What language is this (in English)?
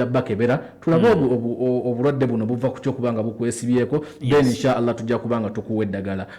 Ganda